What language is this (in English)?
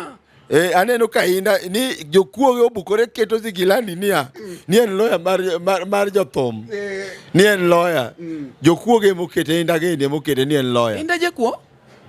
Luo (Kenya and Tanzania)